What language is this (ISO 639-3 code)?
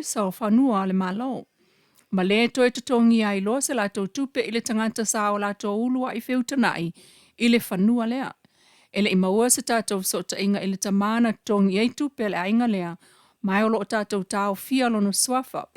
smo